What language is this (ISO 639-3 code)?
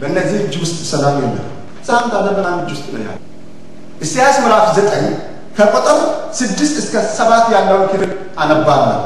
amh